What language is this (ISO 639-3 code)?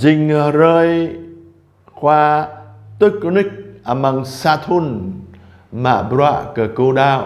jra